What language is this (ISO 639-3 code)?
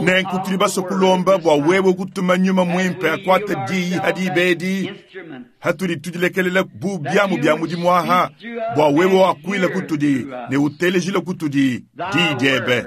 lua